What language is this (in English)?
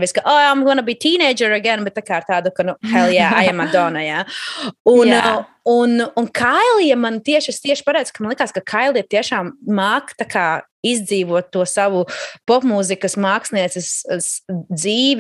Latvian